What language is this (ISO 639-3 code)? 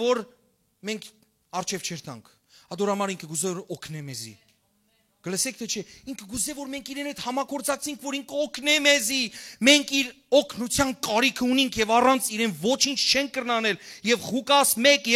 hyw